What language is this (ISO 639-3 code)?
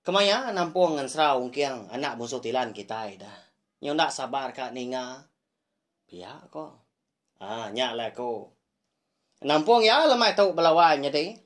iba